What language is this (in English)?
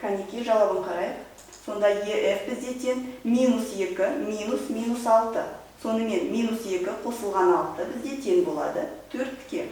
Kazakh